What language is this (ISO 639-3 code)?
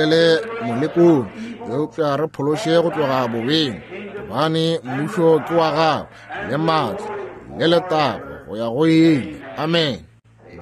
nso